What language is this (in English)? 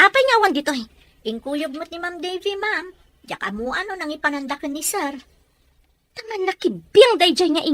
Iloko